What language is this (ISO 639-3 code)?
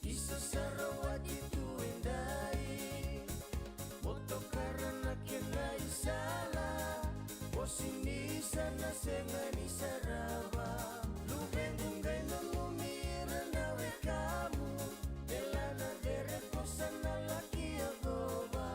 fij